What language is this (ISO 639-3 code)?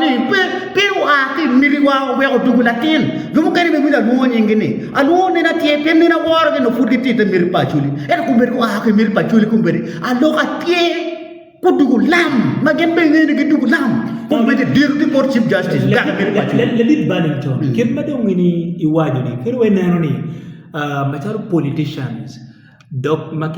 ach